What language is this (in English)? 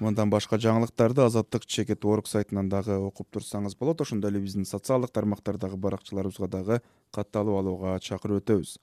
Kyrgyz